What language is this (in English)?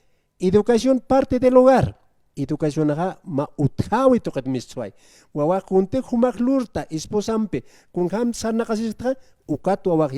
Aymara